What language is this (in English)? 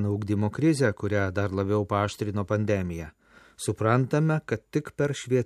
Lithuanian